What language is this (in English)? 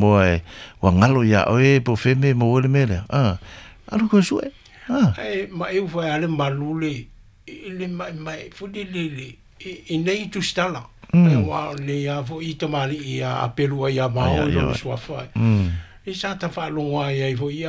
Samoan